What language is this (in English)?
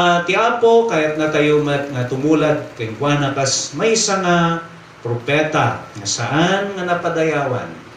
Iloko